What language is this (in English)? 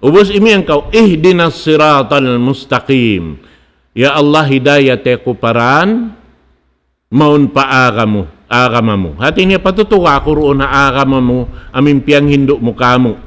Tausug